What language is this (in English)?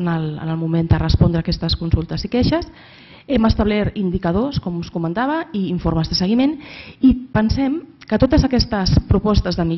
Catalan